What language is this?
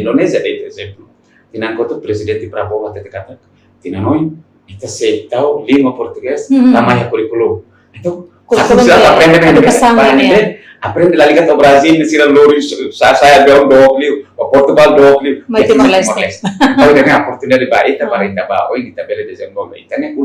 Tetum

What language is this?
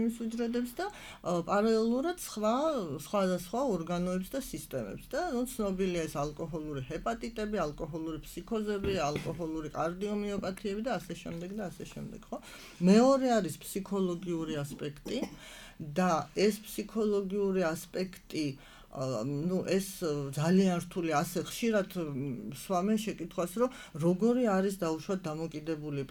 Georgian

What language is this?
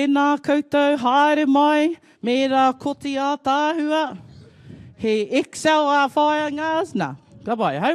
Māori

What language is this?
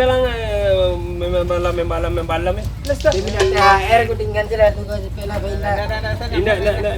Minangkabau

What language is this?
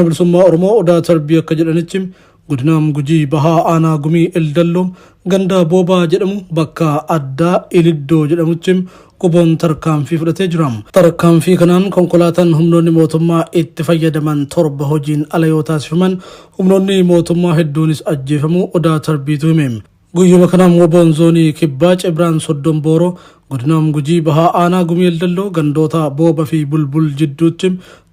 Oromo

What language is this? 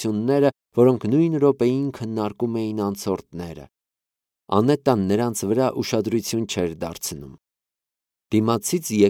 Armenian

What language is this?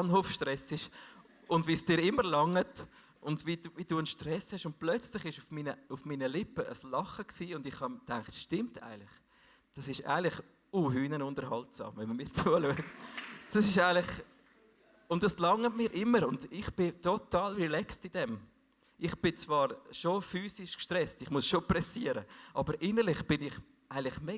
Swiss German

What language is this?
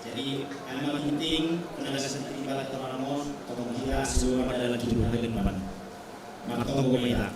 Batak Simalungun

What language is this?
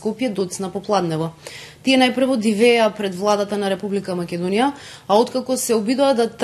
Macedonian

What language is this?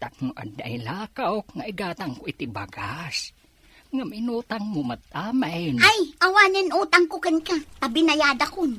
Iloko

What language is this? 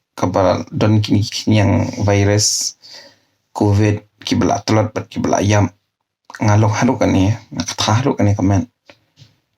Khasi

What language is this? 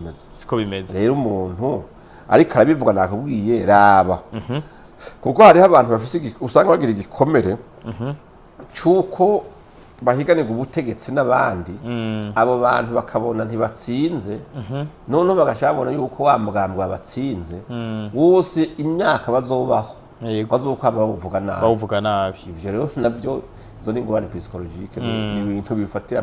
Rundi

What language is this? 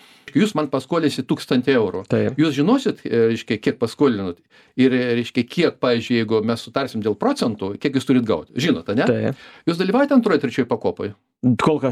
Lithuanian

